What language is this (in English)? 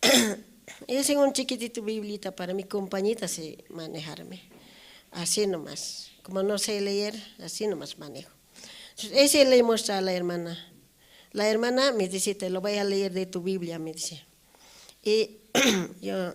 South Bolivian Quechua